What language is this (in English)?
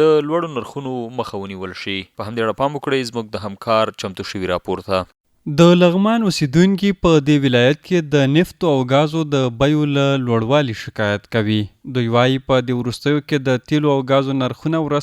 Pashto